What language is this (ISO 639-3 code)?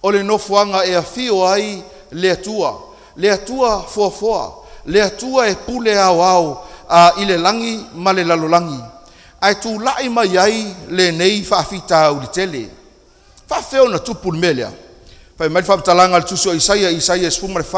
smo